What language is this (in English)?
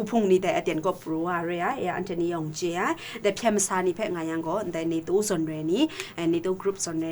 Kachin